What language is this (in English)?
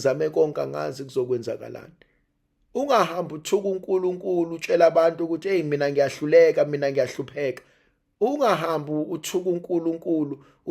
Zulu